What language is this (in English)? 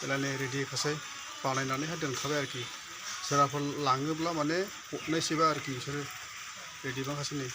Bodo